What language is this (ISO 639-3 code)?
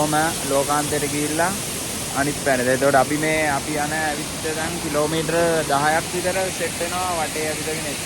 sin